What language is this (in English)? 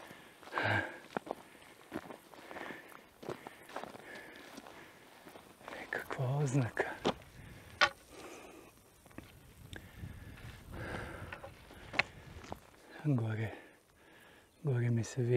Croatian